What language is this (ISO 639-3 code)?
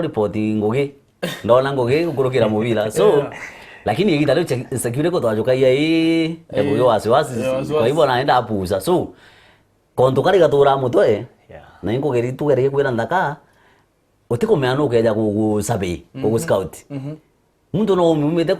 mer